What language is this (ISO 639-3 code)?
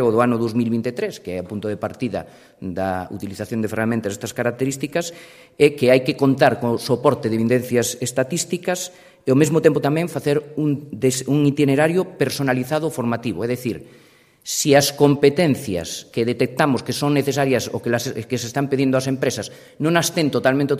glg